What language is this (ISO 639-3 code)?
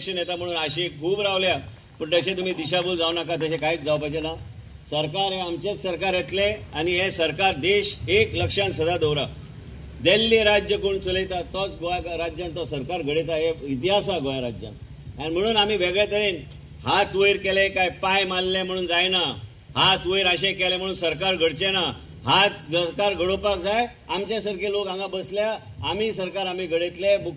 kok